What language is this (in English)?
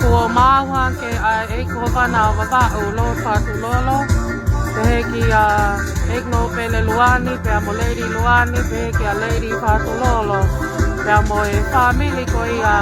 Tongan